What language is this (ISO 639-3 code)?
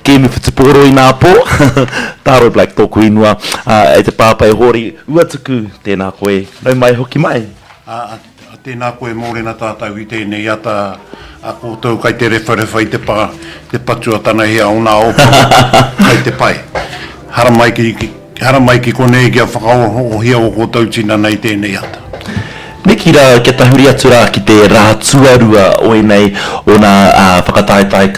mri